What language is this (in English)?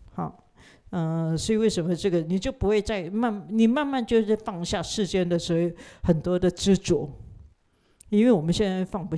Chinese